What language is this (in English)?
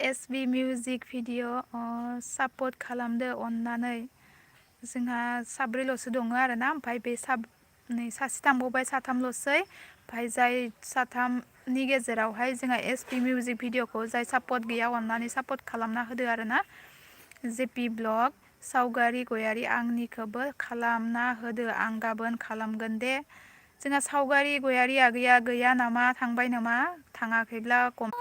Bodo